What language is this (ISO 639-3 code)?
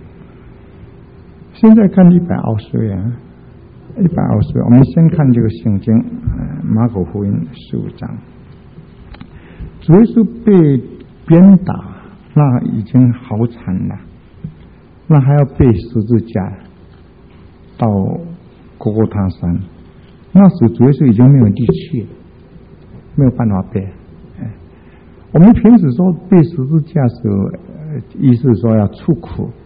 zho